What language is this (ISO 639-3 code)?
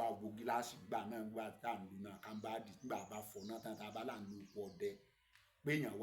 yor